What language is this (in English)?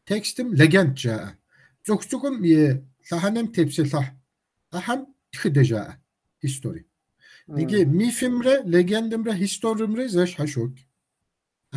Kabardian